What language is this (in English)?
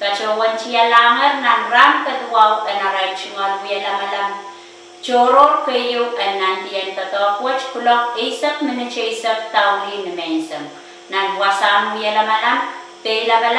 Pohnpeian